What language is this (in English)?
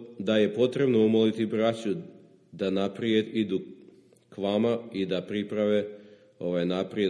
Serbian